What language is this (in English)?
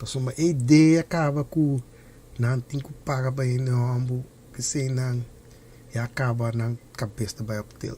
Papiamento